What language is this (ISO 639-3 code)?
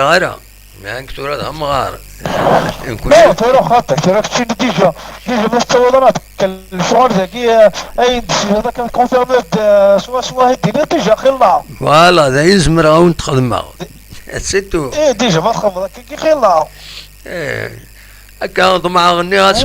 kab